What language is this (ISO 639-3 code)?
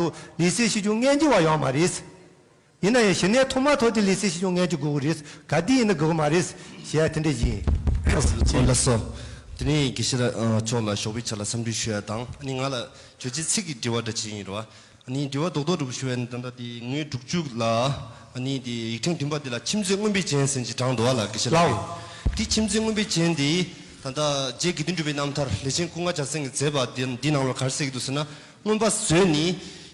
bod